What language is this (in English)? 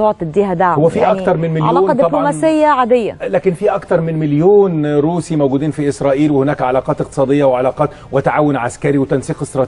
Egyptian Arabic